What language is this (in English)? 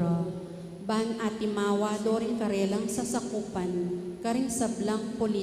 Pampanga